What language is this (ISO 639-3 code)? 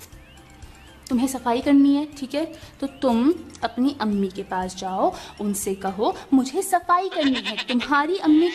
urd